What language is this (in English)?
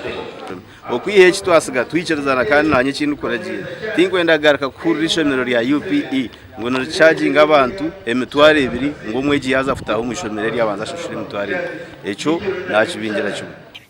Nyankole